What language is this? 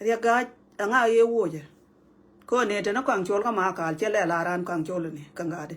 Nuer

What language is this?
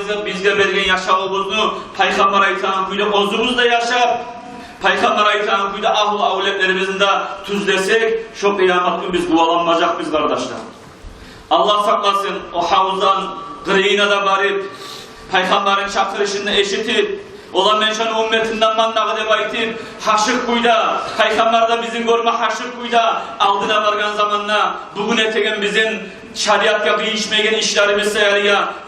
Kumyk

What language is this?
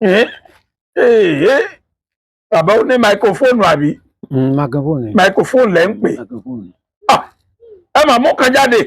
Yoruba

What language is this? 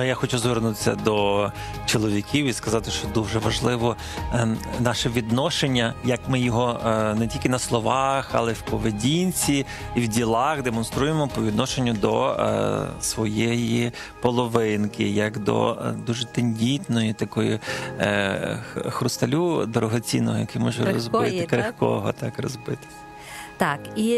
Ukrainian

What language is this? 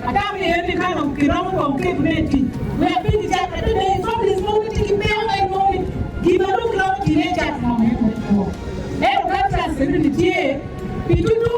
Acoli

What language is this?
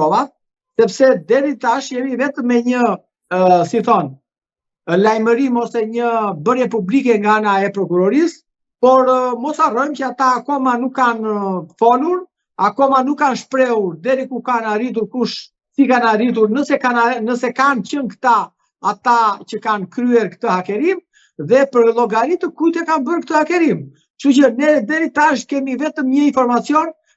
Albanian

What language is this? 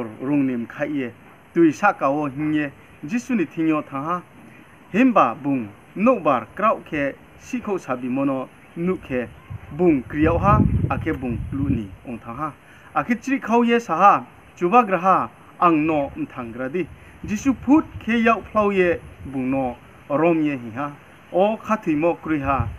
Riang (India)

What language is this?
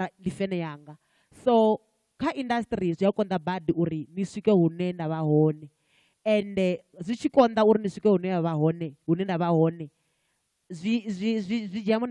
Venda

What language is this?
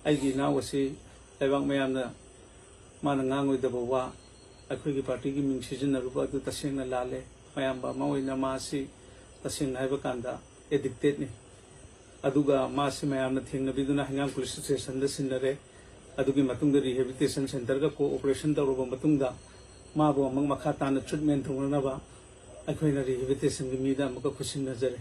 Manipuri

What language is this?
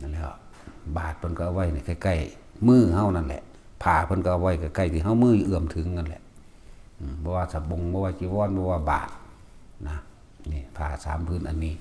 Northeastern Thai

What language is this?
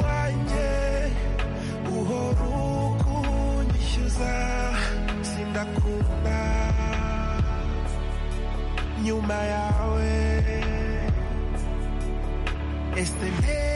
Kinyarwanda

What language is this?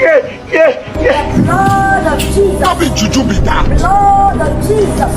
Nigerian Pidgin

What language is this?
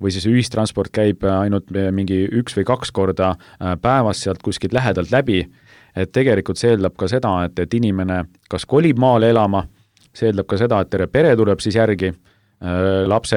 Estonian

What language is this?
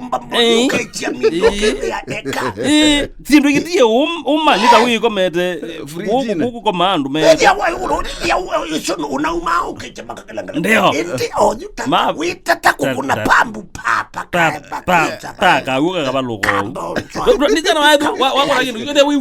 Kamba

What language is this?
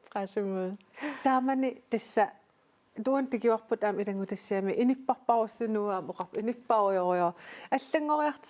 Kalaallisut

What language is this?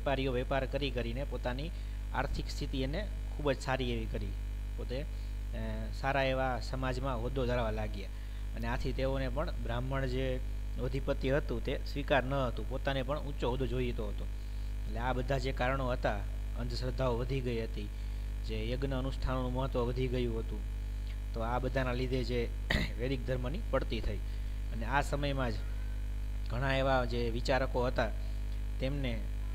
Gujarati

